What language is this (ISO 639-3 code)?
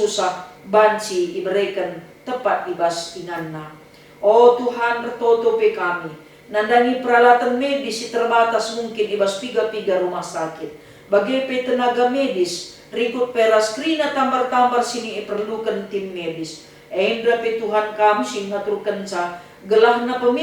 btx